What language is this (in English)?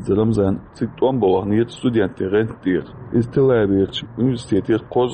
Chechen